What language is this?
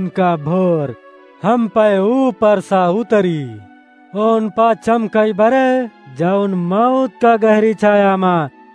Awadhi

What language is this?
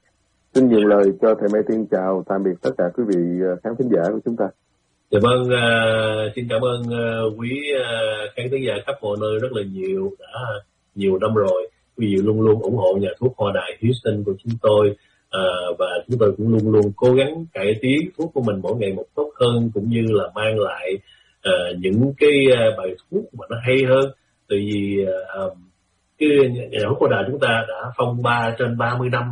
Vietnamese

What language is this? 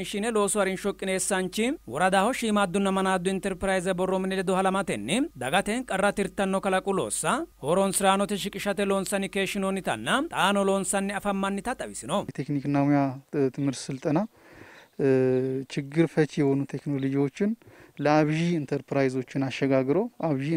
Sidamo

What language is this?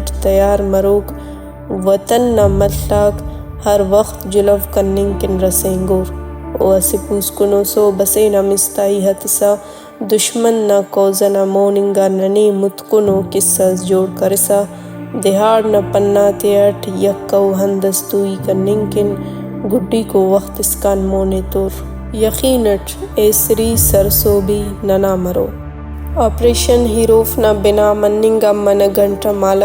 Brahui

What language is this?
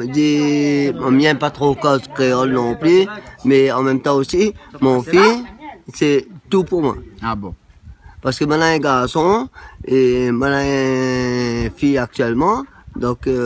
Réunion Creole French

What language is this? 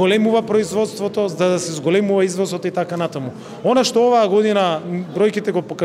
Macedonian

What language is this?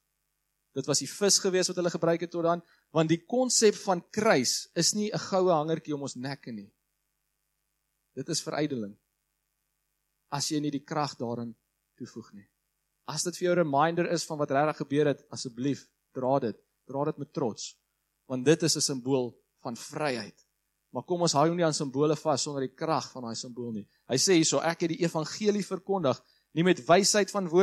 Afrikaans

